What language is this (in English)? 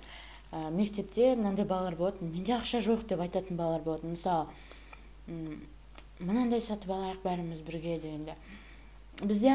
Kazakh